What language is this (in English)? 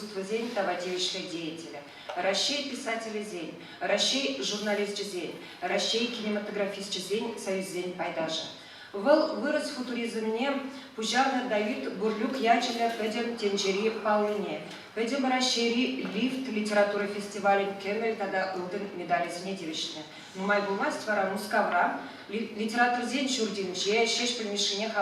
Chuvash